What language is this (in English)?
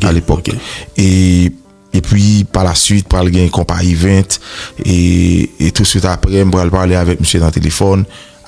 Haitian Creole